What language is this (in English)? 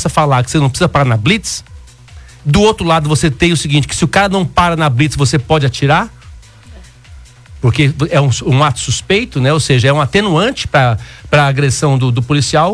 Portuguese